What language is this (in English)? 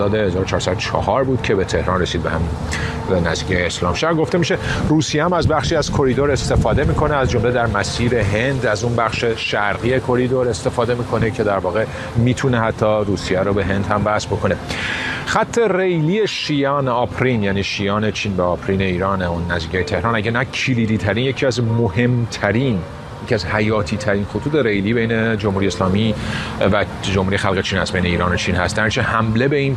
Persian